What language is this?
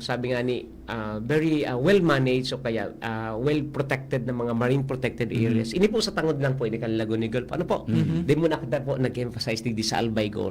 Bikol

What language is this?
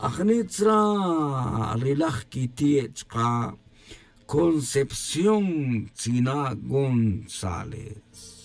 Tz'utujil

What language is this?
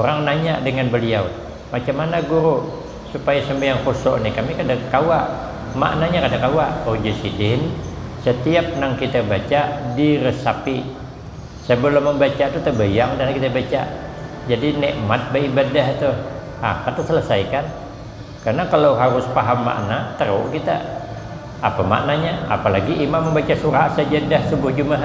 Banjar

